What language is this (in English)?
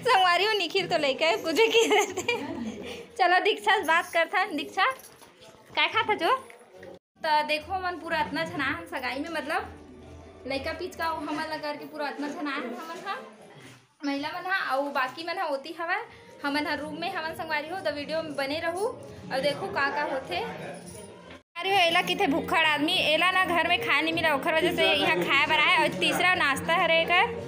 Chhattisgarhi